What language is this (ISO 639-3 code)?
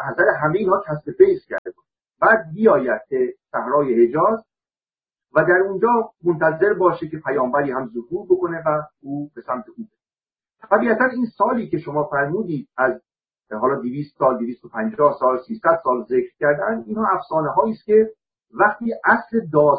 fas